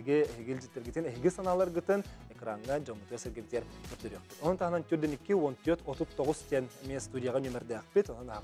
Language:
Yakut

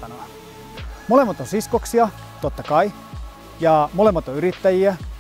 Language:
Finnish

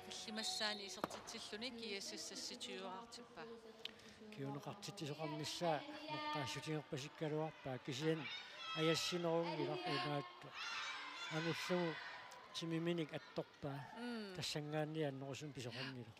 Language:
Kalaallisut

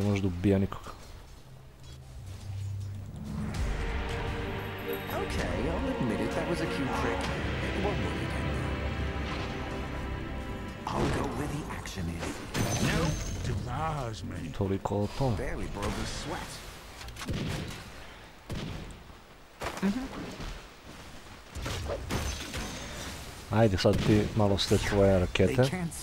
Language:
Serbian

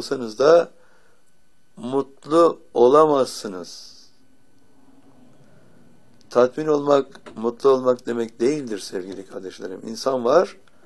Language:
Turkish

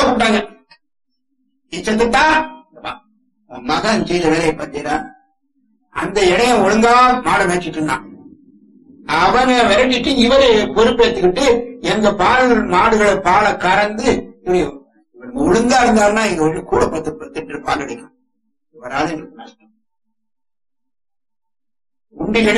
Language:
Tamil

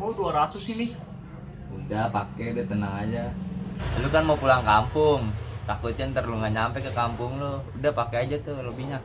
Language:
Betawi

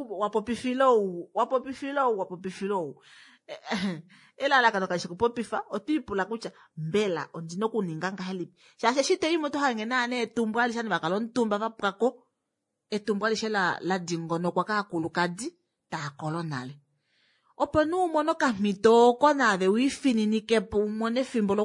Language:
Kuanyama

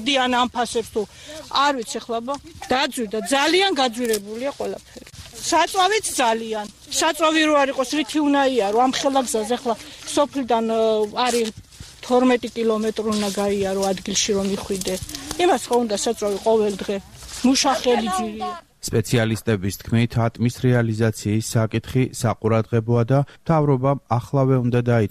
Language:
Georgian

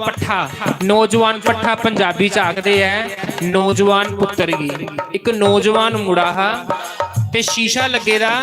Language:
Dogri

